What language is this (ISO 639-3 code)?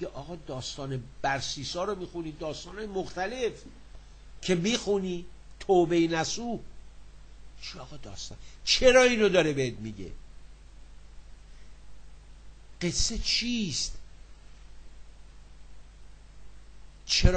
fas